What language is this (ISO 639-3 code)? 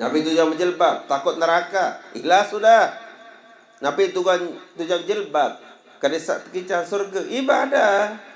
sas